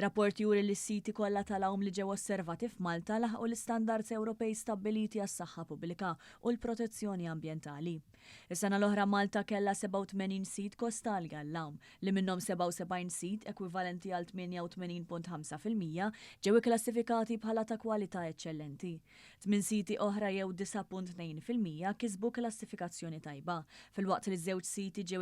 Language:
Maltese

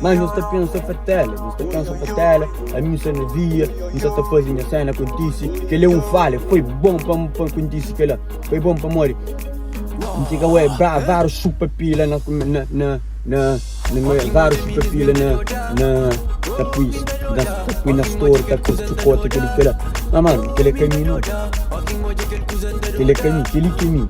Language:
Kabuverdianu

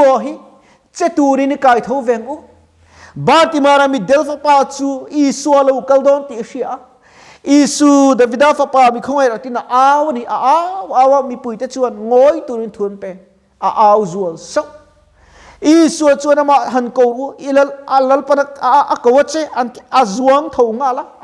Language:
Mizo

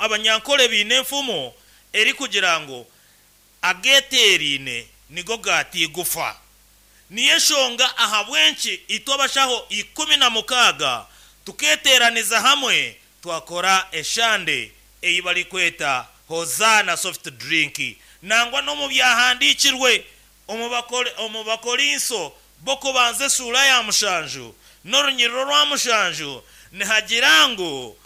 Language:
Nyankole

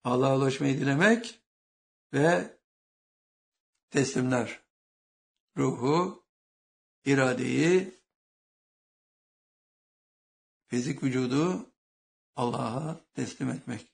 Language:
Turkish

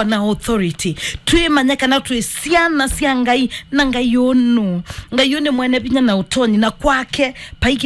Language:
Kamba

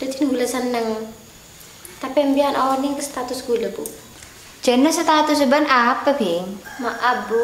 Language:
Madurese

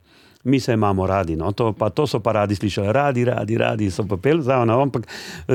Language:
Slovenian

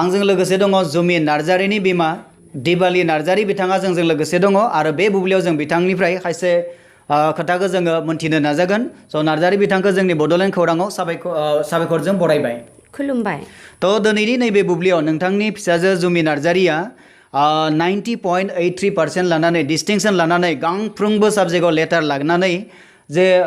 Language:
Bodo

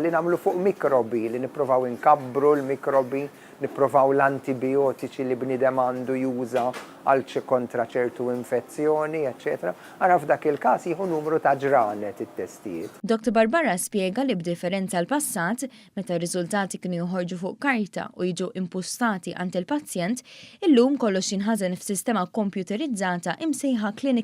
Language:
Maltese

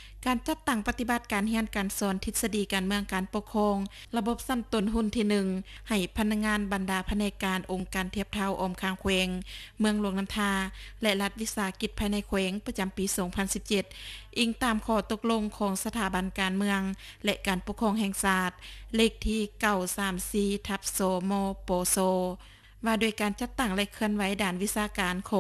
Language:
Lao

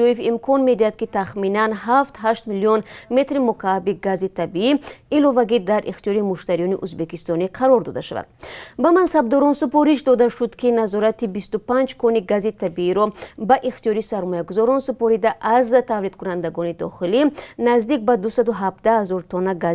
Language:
Tajik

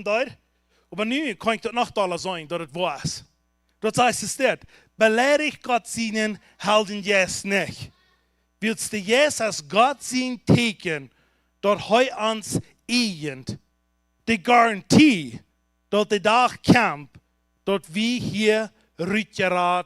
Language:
Plautdietsch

